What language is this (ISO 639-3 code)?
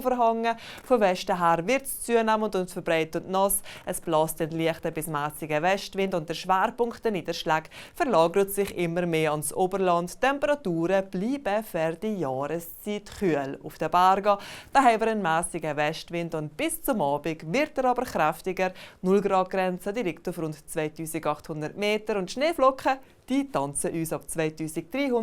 gsw